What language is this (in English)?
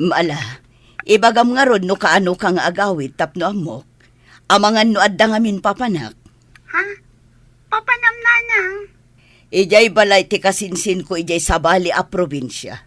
Iloko